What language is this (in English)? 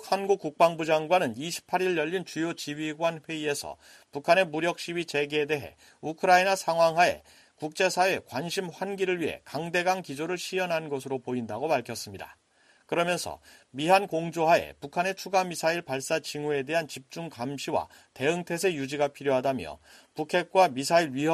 Korean